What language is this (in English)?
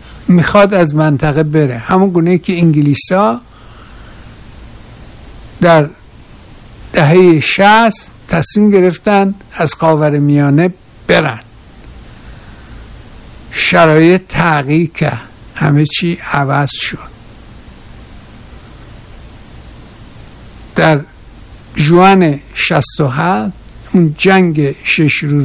Persian